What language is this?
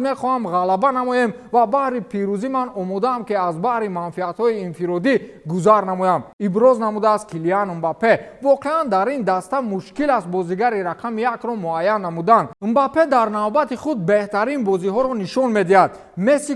Tajik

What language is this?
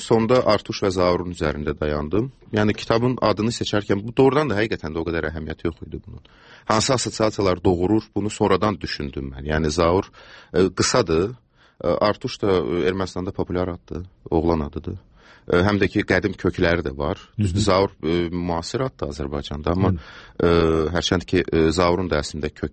Azerbaijani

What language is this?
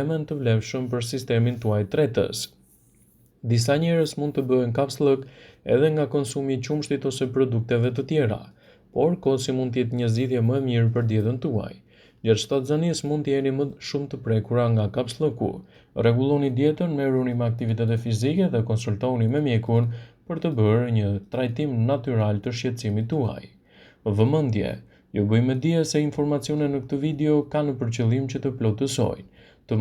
Albanian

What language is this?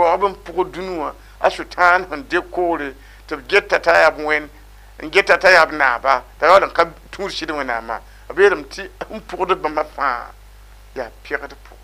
Mossi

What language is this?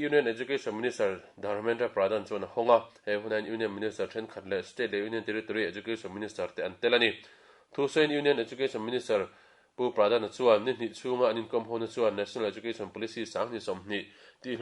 Mizo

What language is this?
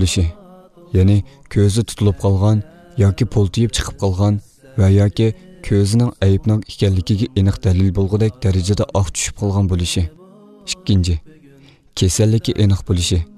Uyghur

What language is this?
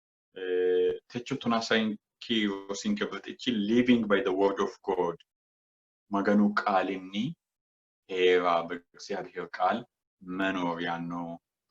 Sidamo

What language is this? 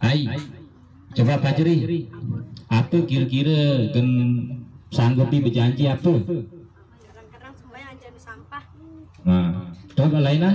Sasak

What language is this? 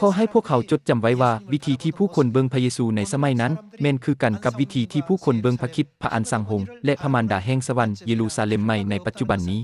Lao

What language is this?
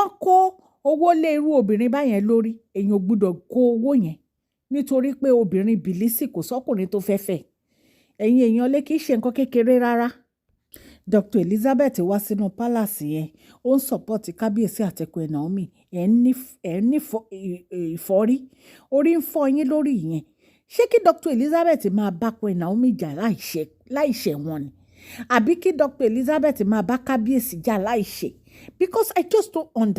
Yoruba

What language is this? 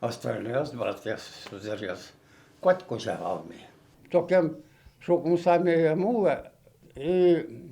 Udmurt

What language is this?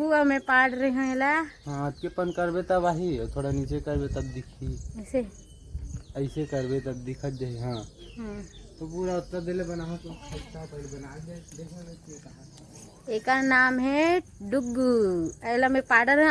Chhattisgarhi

